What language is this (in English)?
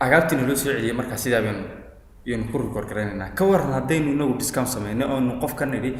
Somali